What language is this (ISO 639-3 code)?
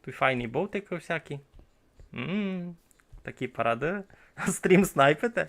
rue